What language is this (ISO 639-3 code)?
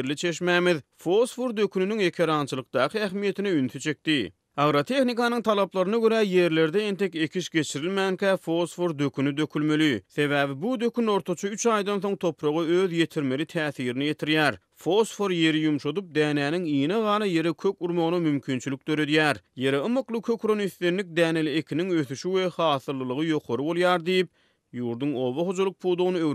tuk